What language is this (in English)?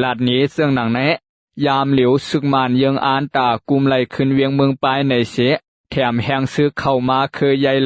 Shan